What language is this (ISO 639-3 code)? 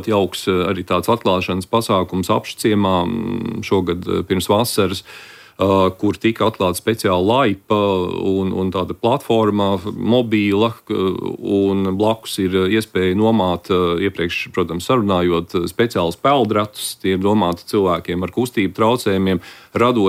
lav